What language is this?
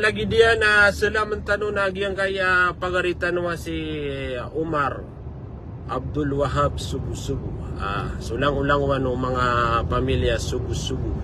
Maranao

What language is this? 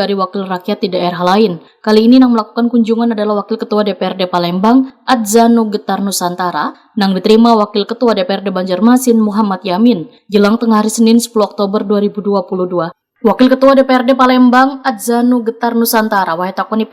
Banjar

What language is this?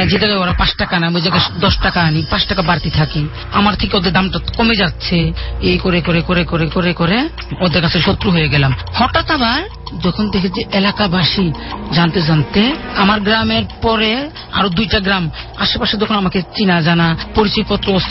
Bangla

